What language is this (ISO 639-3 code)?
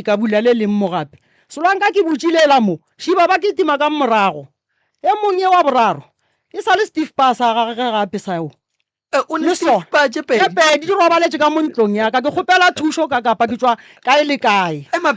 nso